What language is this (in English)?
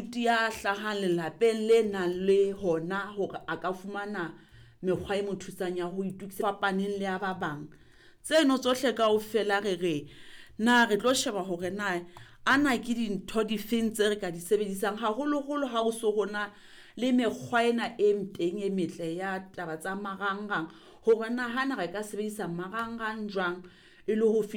Southern Sotho